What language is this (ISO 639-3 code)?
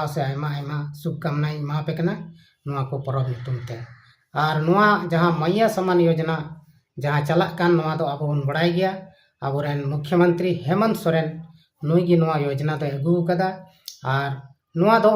sat